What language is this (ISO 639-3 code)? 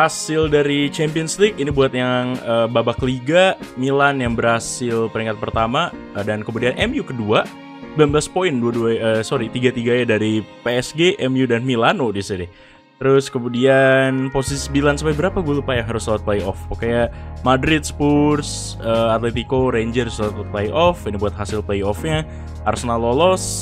ind